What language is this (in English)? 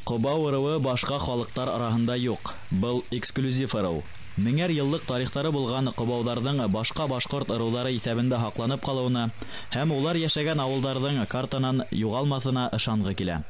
Bashkir